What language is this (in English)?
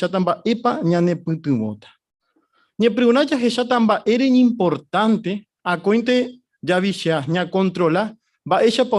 Guarani